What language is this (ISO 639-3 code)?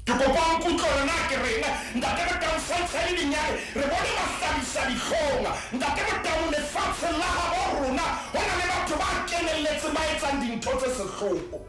sot